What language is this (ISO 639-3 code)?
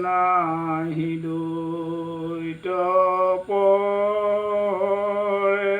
asm